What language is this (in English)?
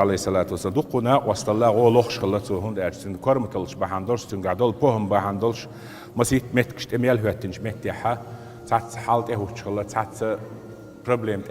Chechen